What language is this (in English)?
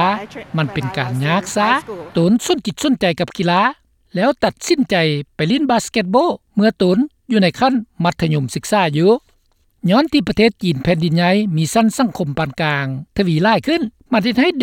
Lao